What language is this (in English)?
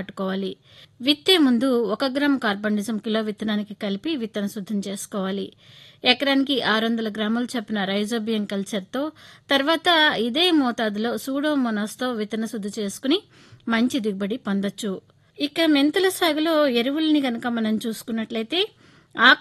Telugu